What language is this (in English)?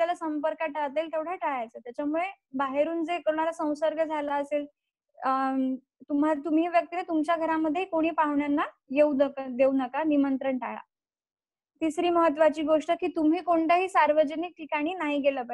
Marathi